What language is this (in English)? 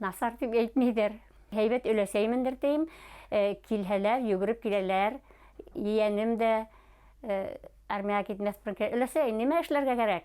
Bashkir